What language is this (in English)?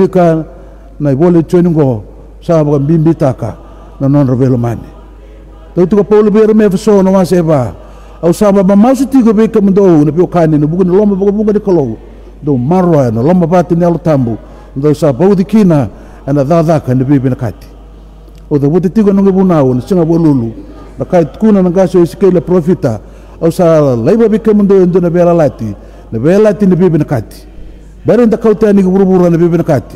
Fijian